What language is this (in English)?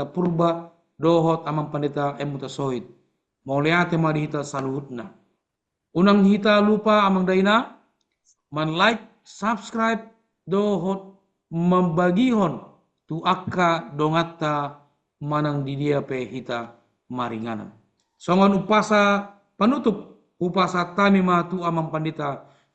Batak Toba